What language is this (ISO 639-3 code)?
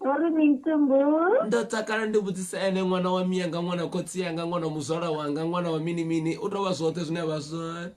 ven